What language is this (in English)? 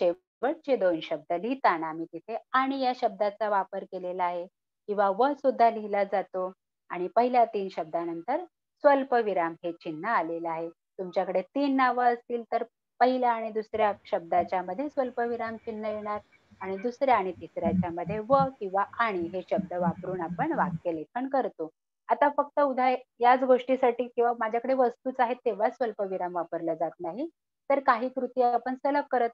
Marathi